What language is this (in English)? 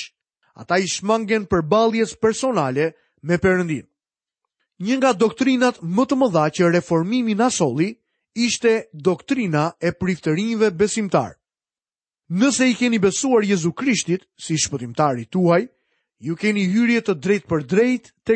Albanian